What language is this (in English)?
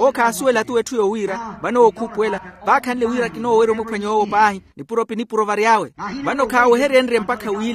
Makhuwa